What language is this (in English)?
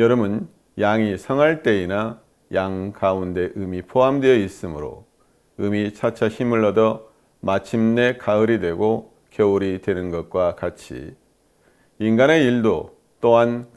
Korean